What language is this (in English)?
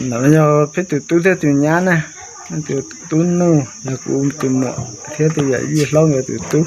Hmong